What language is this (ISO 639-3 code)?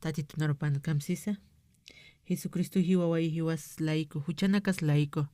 aym